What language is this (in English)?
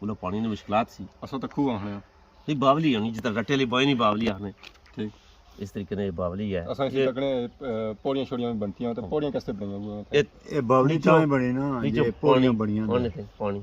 Pahari-Potwari